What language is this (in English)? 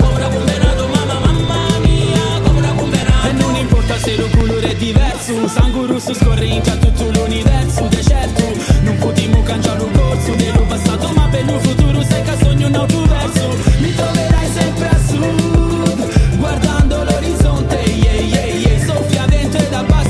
Italian